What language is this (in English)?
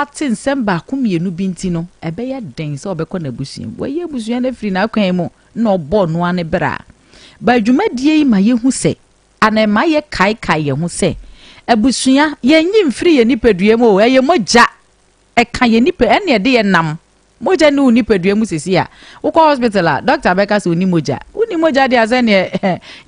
Akan